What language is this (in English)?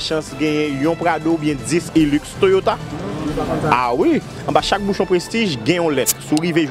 Haitian Creole